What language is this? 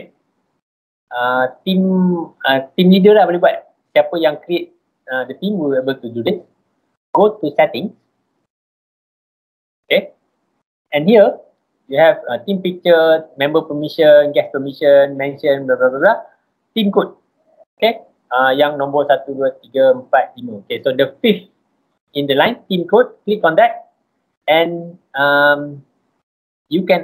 English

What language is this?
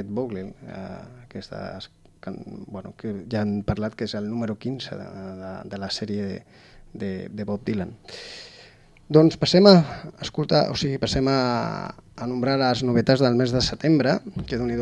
Catalan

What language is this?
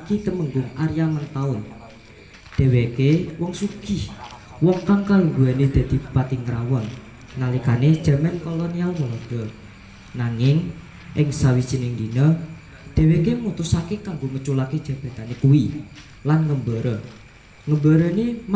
Javanese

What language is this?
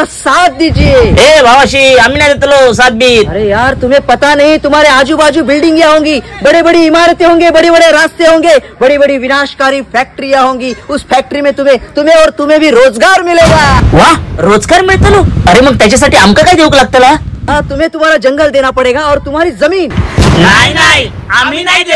Konkani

